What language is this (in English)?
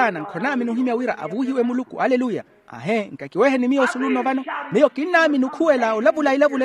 Makhuwa